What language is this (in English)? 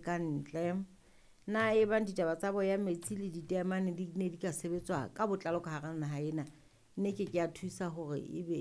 Southern Sotho